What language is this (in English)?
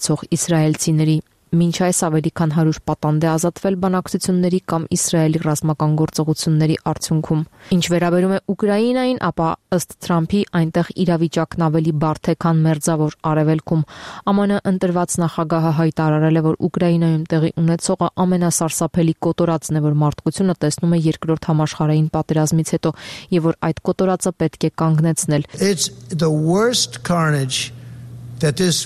Armenian